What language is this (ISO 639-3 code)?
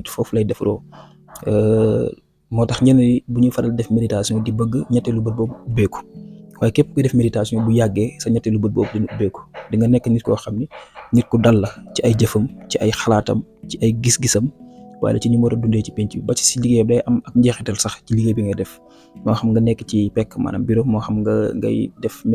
wol